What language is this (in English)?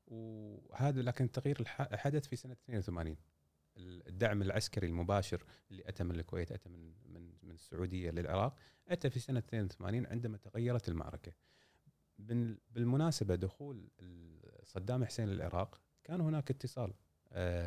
Gulf Arabic